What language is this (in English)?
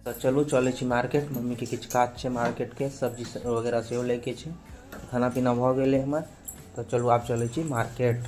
Maithili